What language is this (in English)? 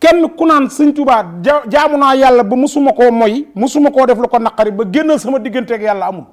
Wolof